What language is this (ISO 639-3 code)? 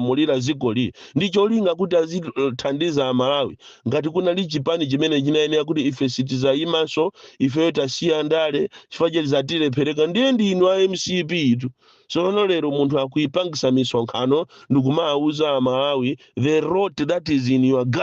nya